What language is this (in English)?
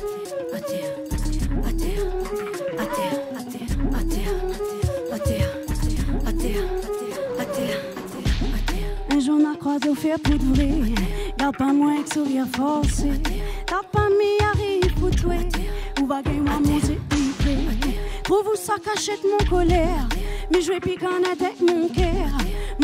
Réunion Creole French